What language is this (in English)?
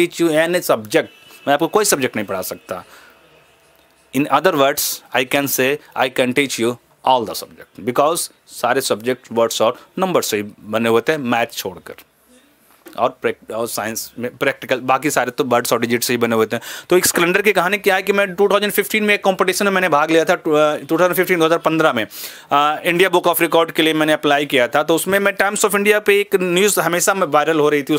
Hindi